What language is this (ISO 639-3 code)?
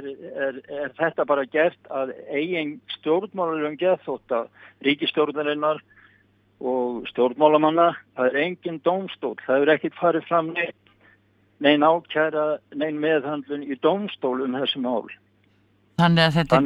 isl